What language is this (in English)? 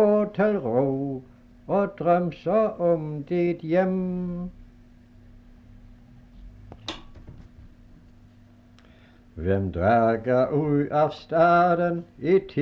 Danish